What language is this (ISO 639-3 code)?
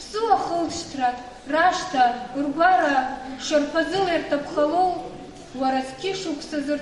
abk